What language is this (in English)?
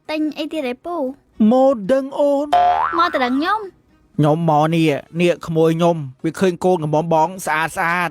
Khmer